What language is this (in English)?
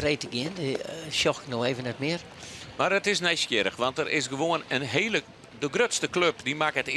Western Frisian